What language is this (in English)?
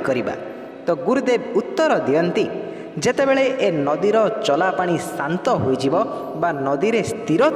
Odia